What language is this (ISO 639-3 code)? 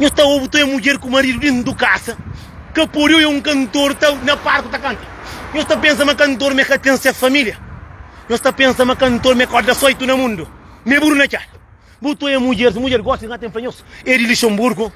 kea